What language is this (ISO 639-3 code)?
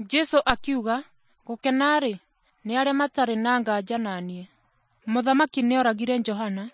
kik